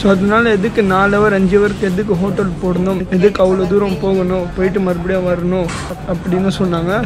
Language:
Tamil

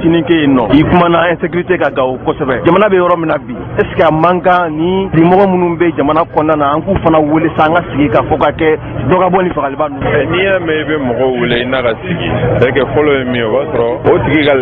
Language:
Bambara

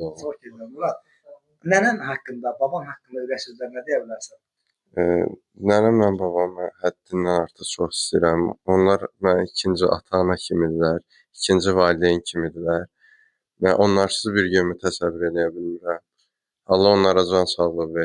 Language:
Azerbaijani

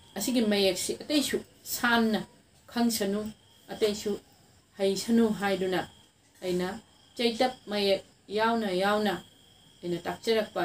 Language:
Manipuri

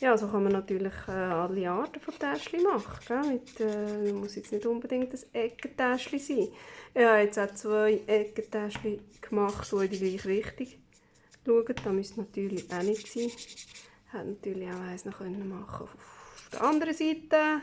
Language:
Swiss German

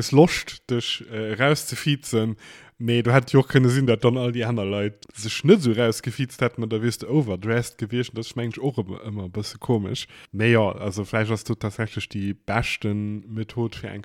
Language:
Luxembourgish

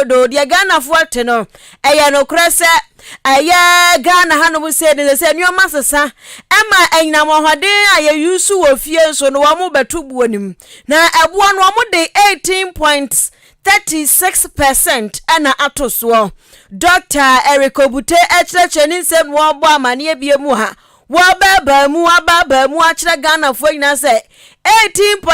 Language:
Akan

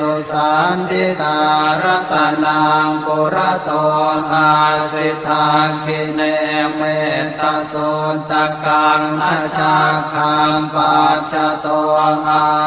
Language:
Pali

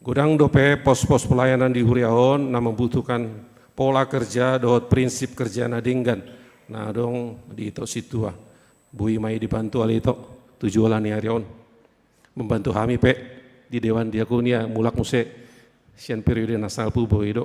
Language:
Batak Toba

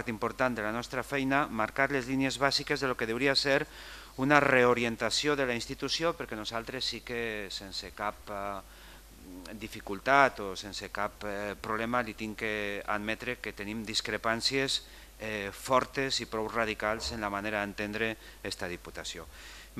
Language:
Catalan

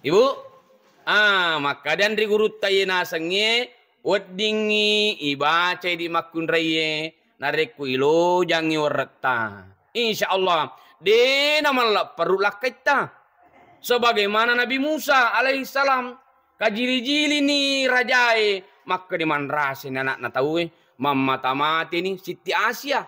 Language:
Buginese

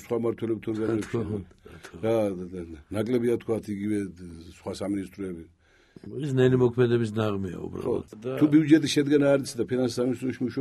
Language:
Georgian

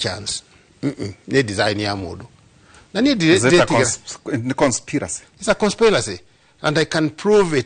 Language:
Kikuyu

